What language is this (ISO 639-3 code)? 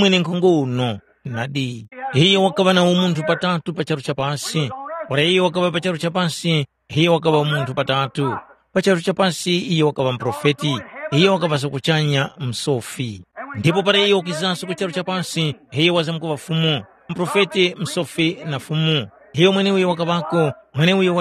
tum